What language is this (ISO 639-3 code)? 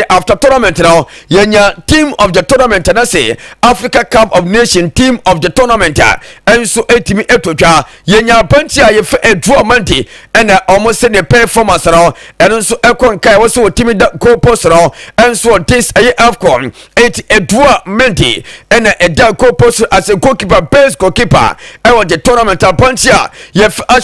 aka